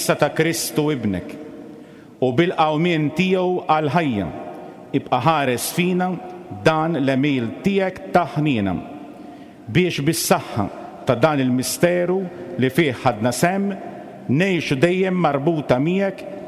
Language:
Maltese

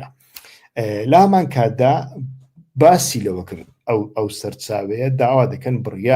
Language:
Central Kurdish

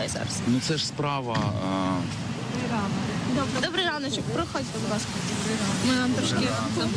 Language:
Ukrainian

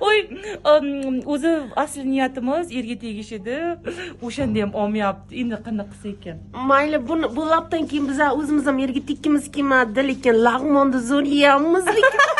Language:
Uzbek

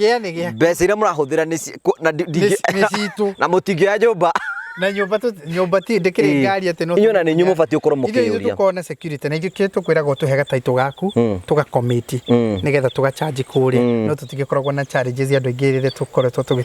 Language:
Kikuyu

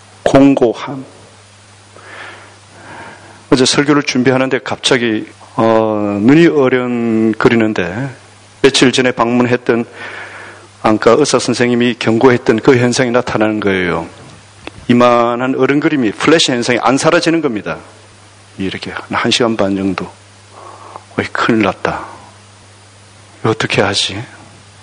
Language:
Korean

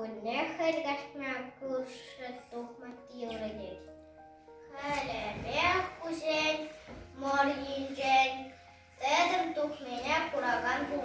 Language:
Chuvash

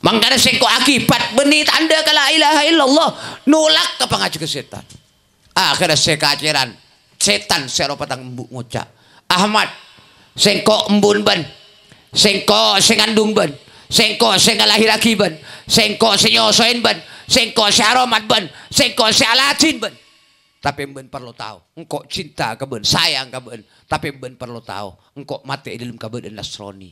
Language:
Madurese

